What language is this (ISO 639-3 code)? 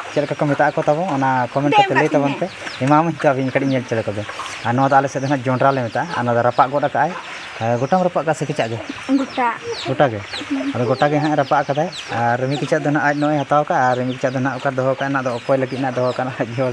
sat